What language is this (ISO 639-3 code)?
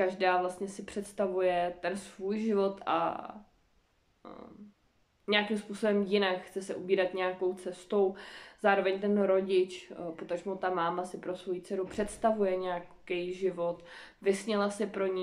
ces